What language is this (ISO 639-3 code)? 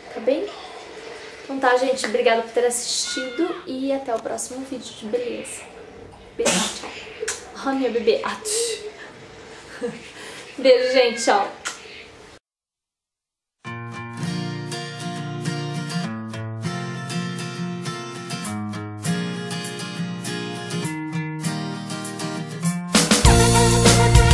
por